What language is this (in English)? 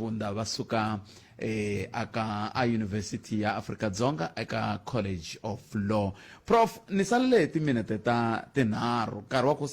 Tsonga